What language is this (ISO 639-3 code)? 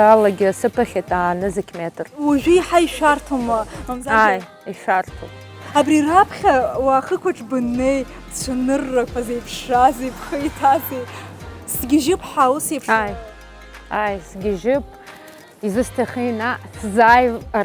abk